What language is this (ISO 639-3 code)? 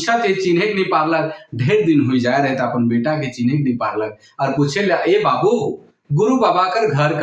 sck